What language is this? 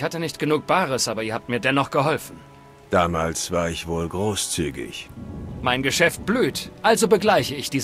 German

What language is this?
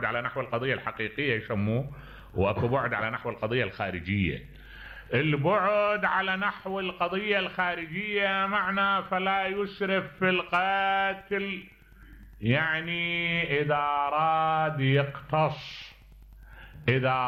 Mesopotamian Arabic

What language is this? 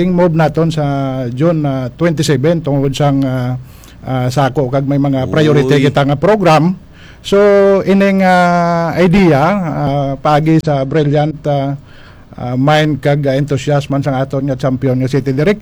Hiligaynon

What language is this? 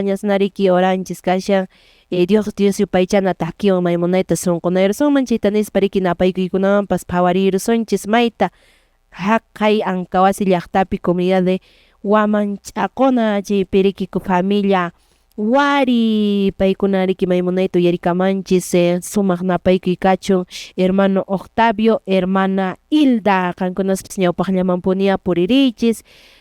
Quechua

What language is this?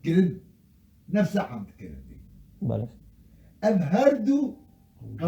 Kurdish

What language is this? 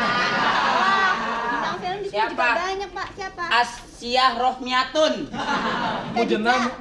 Betawi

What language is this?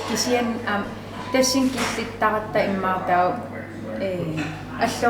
Kalaallisut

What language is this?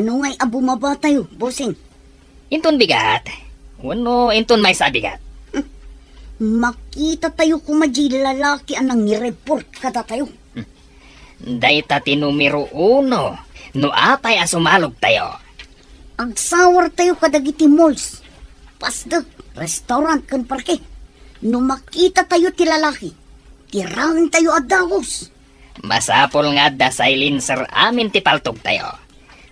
Iloko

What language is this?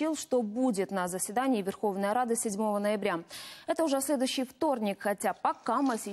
Russian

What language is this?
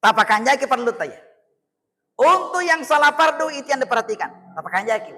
Buginese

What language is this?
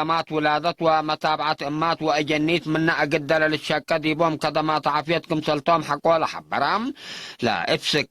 Tigre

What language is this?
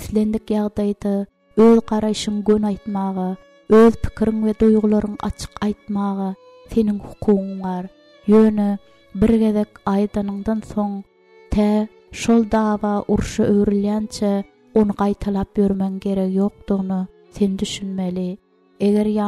Turkmen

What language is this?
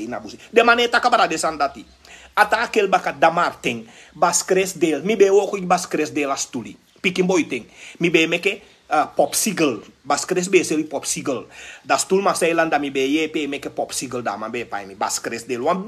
Sranan Tongo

